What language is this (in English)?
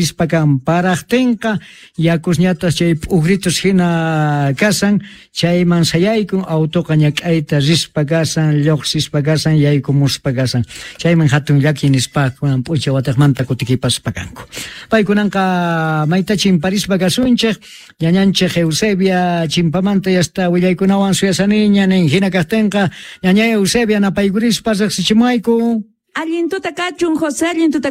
Quechua